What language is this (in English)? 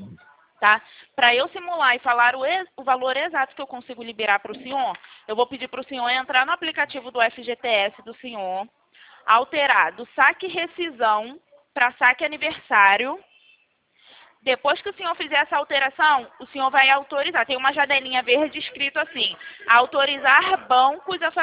Portuguese